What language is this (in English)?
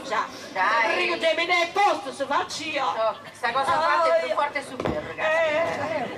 Sardinian